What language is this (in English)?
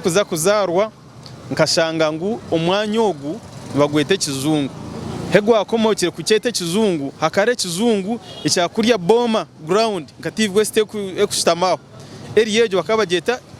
Nyankole